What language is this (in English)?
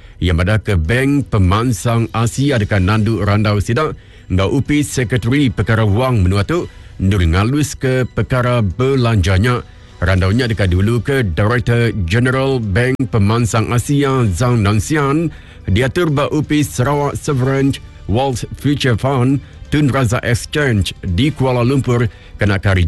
Iban